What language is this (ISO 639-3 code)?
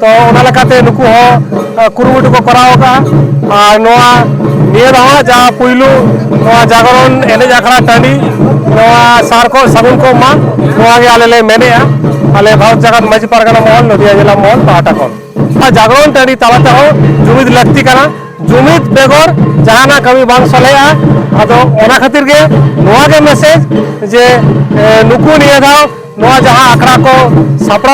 sat